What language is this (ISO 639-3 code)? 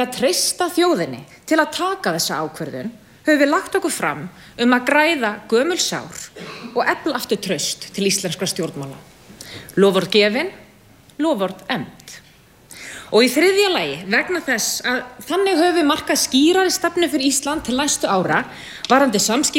isl